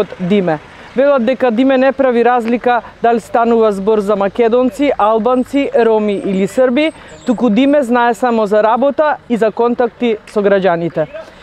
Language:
Macedonian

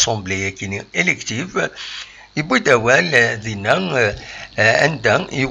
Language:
Kabyle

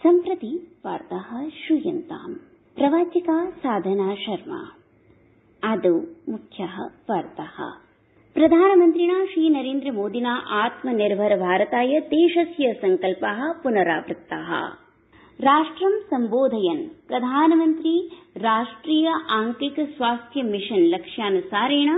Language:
Sanskrit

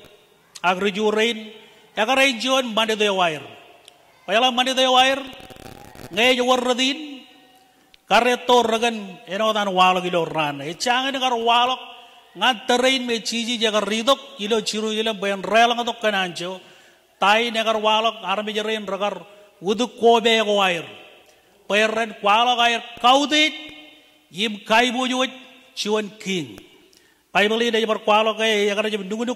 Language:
Marshallese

